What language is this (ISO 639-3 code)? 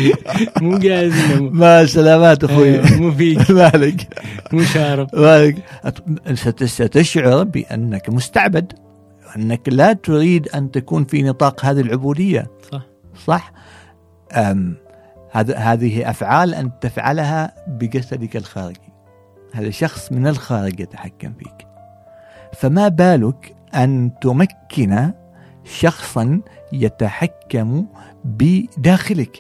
afb